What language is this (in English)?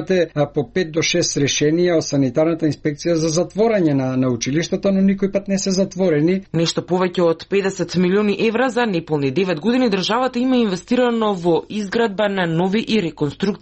Macedonian